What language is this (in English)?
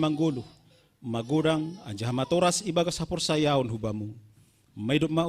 Batak Simalungun